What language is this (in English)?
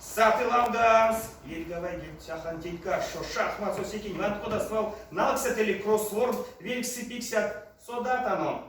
Erzya